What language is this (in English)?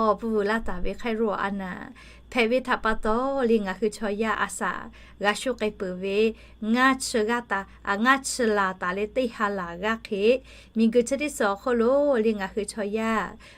Lahu